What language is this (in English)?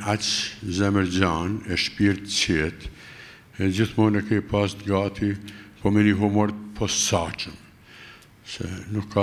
Albanian